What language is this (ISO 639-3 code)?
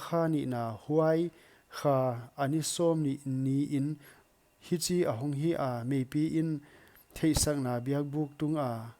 pck